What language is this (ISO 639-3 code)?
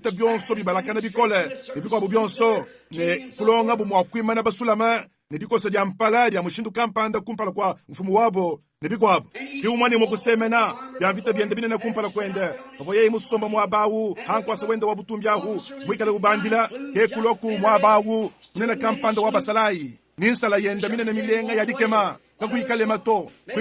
lua